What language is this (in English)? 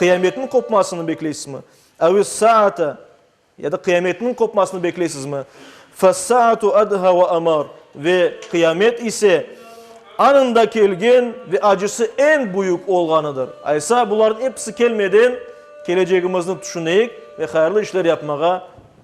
Crimean Tatar